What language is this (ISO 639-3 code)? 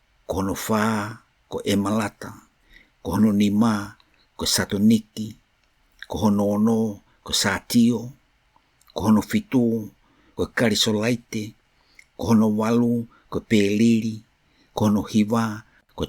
ton